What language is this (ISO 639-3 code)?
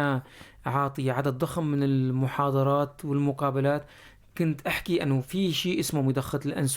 apc